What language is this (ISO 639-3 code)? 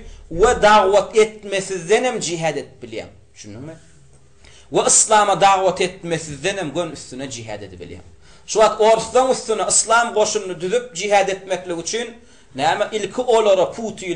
tuk